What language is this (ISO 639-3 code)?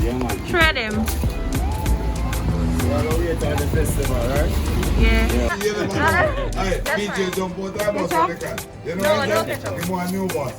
jam